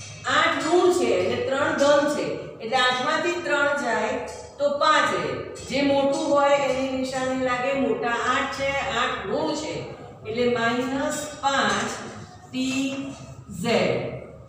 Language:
Gujarati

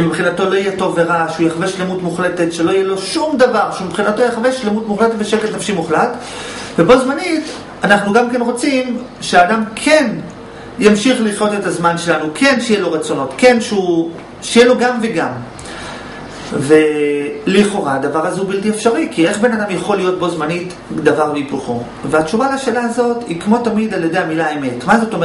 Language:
Hebrew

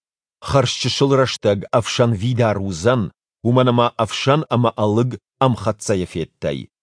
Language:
Ossetic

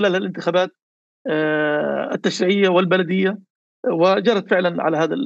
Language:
North Levantine Arabic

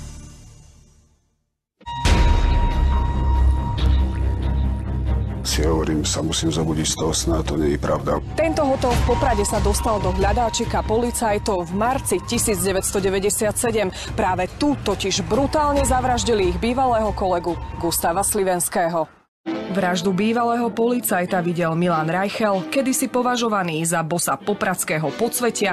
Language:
Slovak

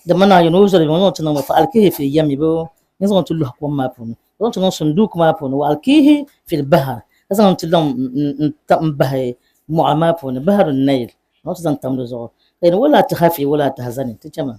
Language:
Dagbani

